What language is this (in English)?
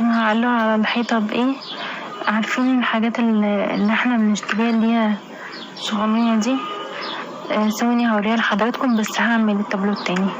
Egyptian Arabic